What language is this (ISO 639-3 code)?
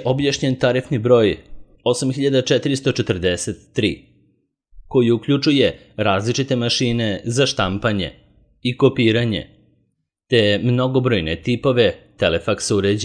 srp